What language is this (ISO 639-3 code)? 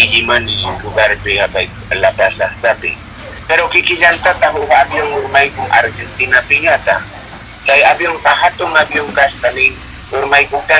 que